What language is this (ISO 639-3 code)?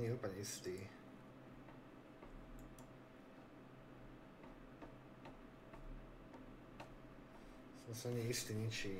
slk